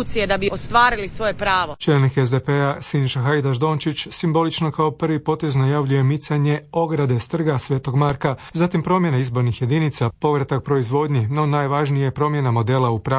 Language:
Croatian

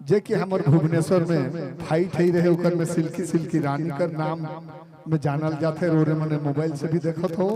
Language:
Sadri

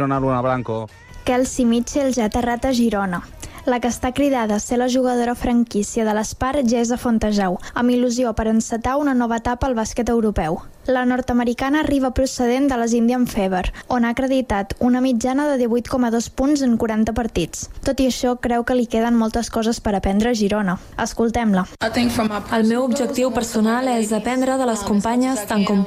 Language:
Catalan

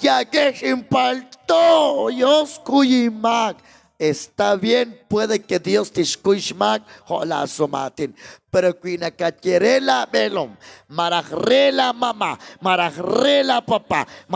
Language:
Kekchí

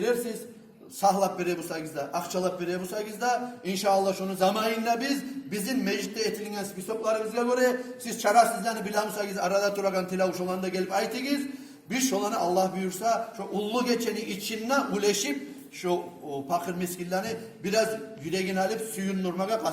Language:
Kumyk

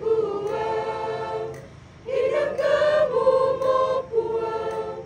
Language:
Toraja-Sa'dan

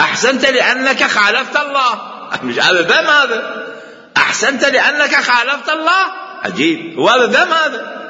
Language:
Mesopotamian Arabic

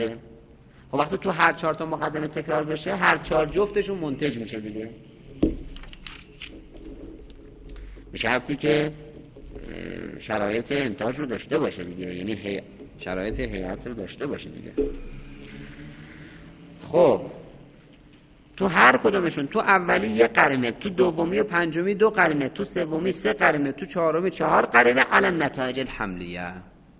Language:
Persian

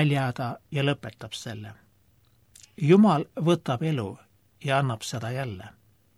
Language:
Estonian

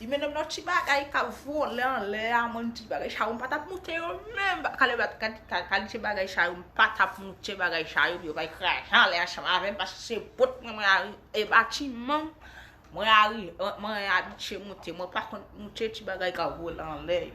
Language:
Haitian Creole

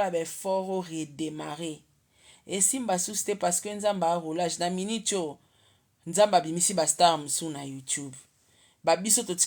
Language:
Lingala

